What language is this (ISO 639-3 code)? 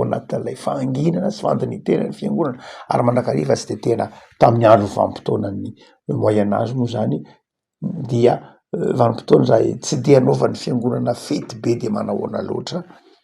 mlg